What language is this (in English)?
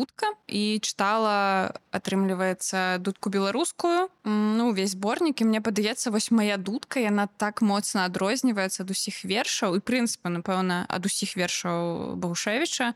Belarusian